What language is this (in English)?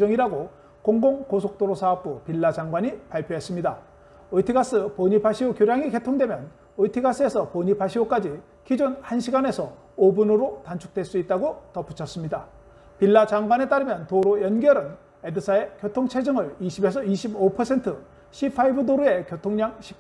Korean